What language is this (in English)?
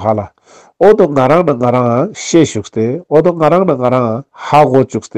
Ladakhi